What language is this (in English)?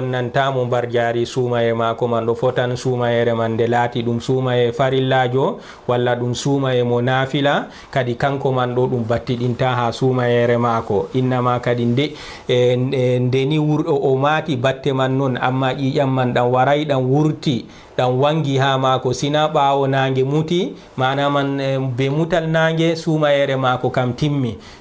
Fula